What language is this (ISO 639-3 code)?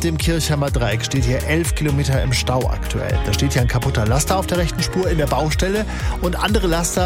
deu